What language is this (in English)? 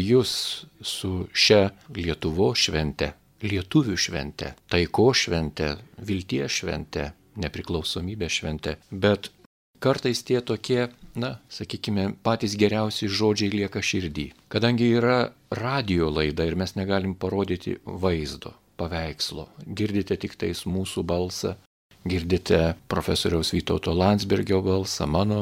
Lithuanian